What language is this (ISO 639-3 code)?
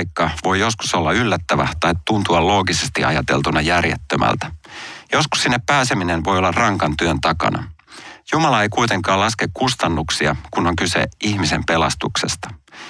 fin